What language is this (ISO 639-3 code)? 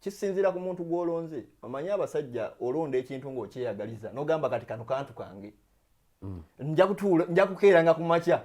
lug